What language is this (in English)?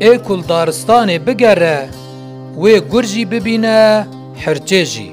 Kurdish